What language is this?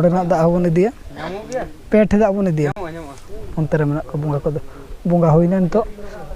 Santali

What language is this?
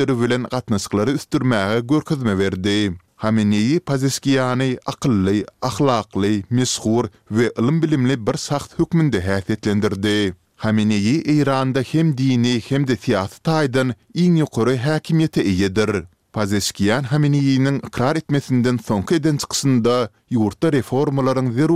Turkmen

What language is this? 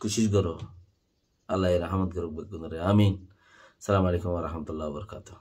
Rohingya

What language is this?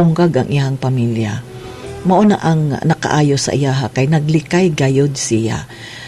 Cebuano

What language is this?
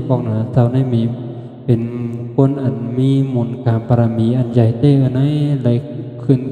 Shan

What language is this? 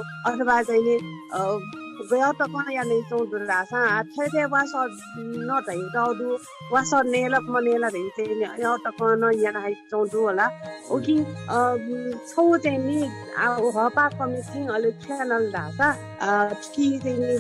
Newari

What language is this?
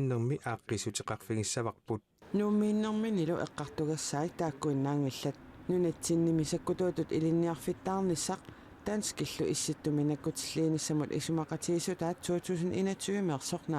Kalaallisut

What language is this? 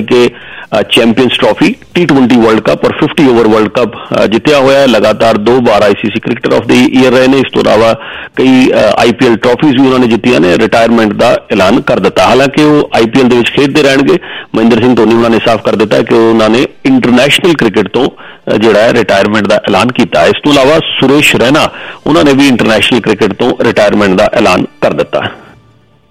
Punjabi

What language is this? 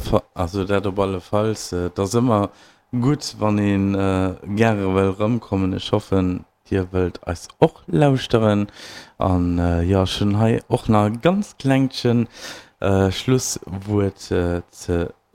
Luxembourgish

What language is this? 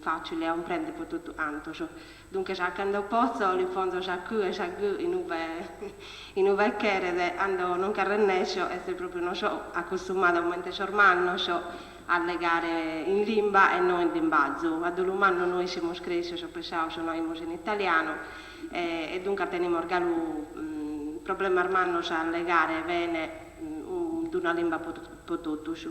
Sardinian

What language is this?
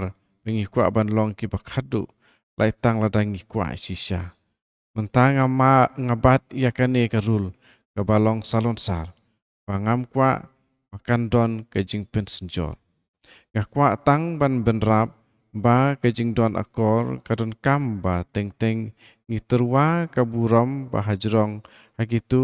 Khasi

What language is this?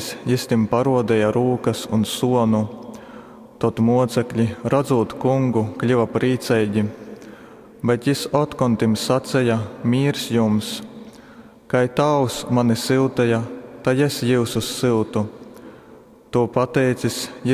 Latgalian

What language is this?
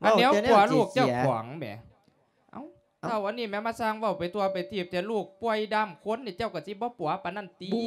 Lao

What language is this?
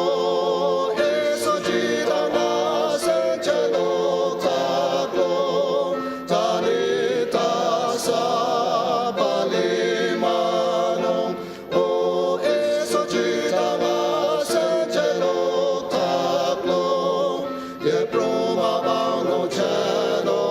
Ao Naga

